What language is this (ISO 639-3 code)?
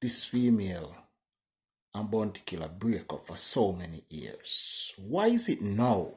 jam